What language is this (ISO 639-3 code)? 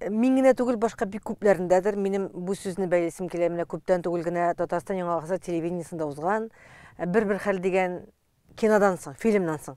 tat